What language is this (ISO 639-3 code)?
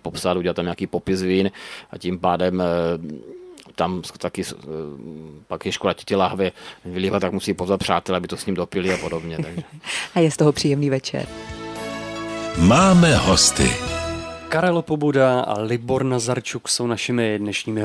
ces